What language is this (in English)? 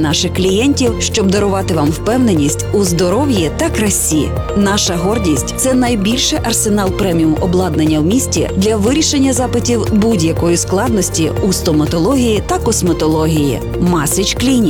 Ukrainian